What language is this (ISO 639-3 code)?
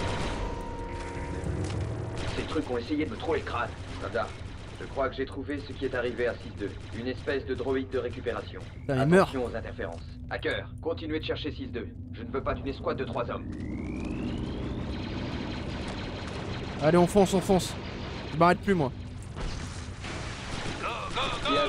fra